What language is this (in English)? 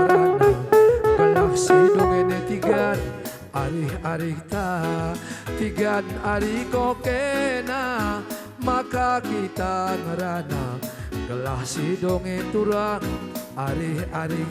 Batak Karo